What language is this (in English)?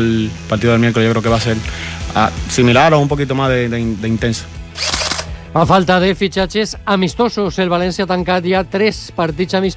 Catalan